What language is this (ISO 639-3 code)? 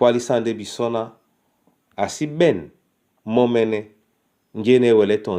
dua